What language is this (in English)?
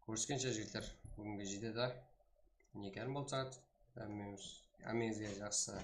Kara-Kalpak